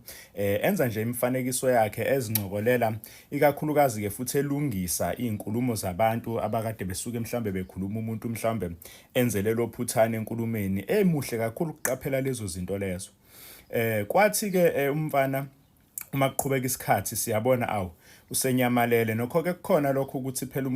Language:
Zulu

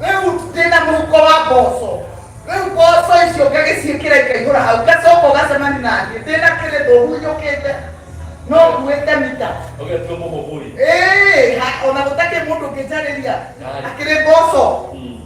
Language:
Kikuyu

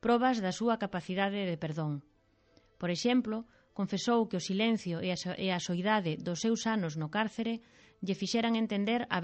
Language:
Galician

